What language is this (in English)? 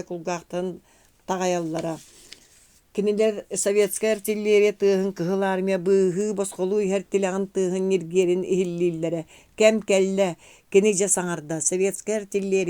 Yakut